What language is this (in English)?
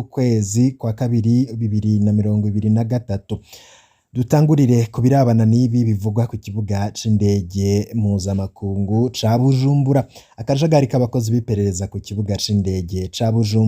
Rundi